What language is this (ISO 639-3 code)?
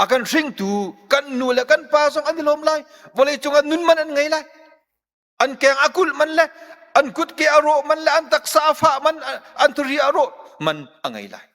cnh